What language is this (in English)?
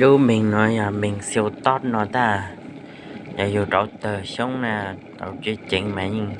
Hmong